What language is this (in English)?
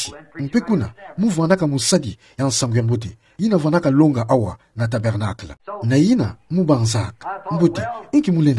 Kituba (Democratic Republic of Congo)